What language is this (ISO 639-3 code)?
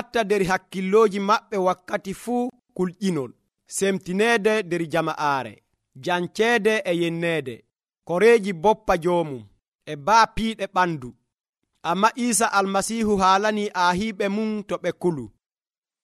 fuv